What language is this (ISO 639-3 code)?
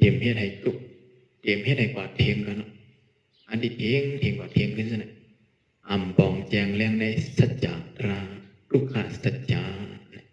shn